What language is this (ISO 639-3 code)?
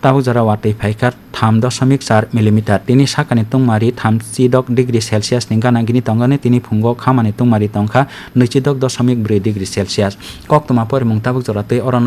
trp